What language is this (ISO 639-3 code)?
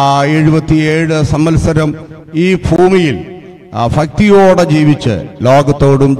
mal